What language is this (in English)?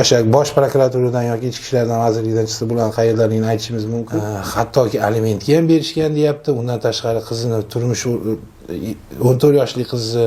Uzbek